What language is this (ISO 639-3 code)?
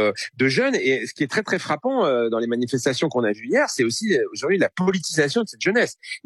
fra